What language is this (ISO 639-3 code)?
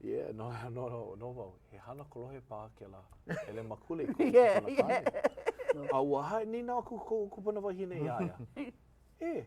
haw